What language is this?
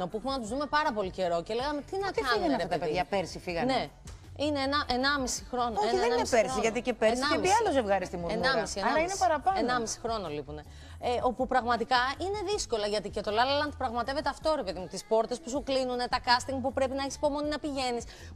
Greek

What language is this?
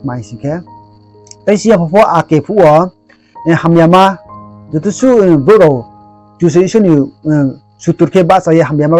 Riang (India)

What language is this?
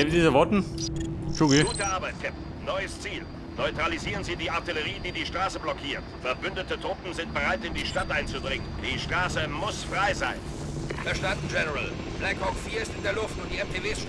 Bavarian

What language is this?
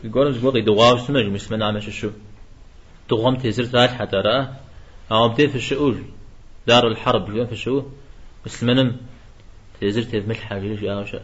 Kabardian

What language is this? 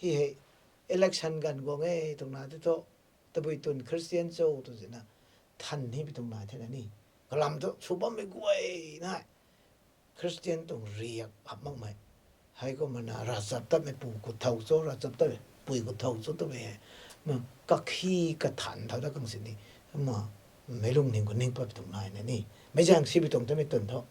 Rongmei Naga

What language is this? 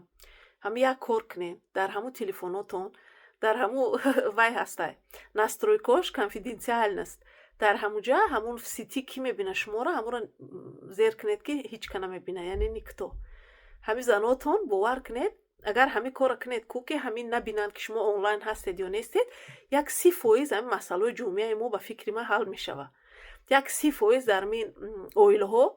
Tajik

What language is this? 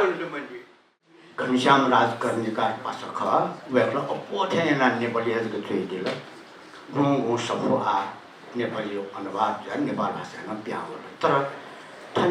Newari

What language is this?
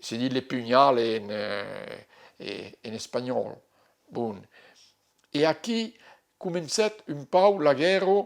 Occitan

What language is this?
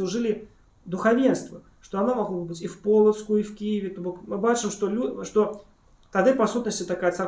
Belarusian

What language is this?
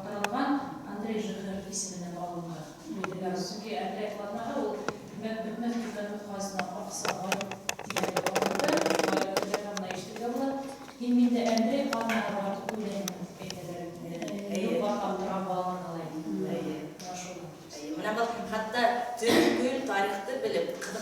Bashkir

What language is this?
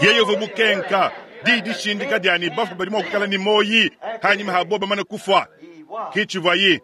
Luba-Lulua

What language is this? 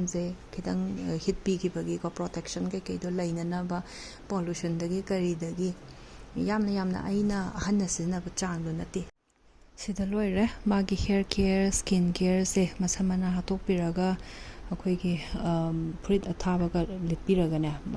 Manipuri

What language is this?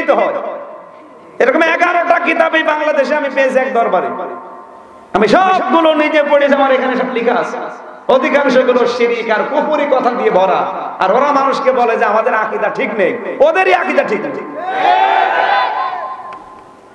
Bangla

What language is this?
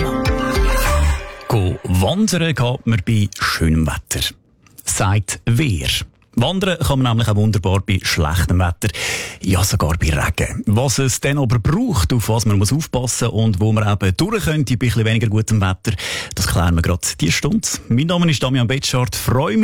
German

